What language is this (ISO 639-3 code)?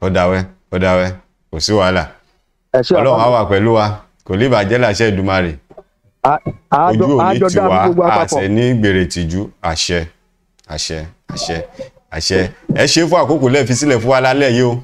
yor